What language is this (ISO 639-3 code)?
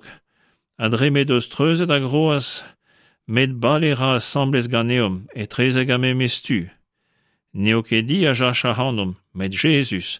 bre